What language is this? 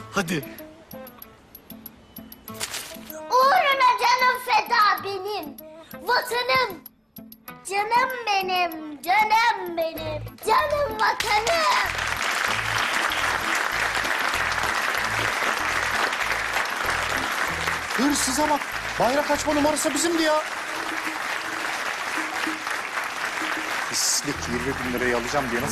Turkish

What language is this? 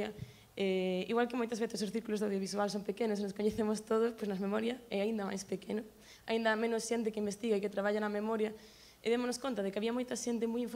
Galician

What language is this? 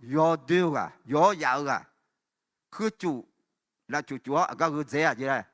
Akha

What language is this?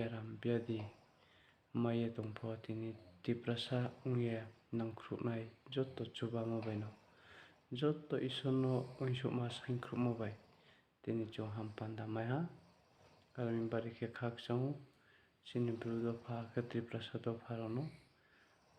Riang (India)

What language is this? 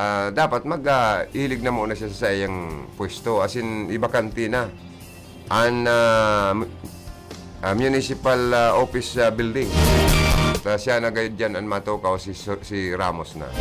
Bikol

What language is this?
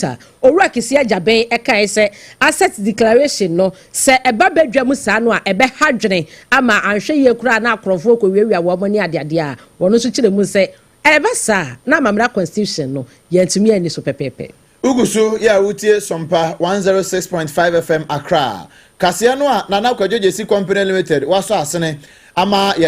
Akan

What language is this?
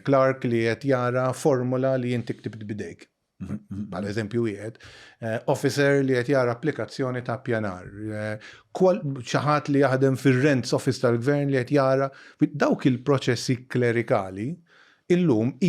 Maltese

